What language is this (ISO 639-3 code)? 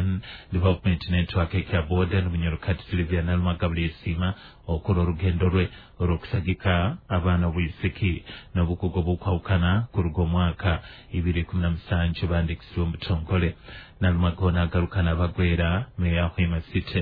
nyo